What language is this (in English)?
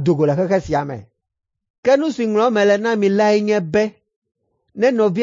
Ewe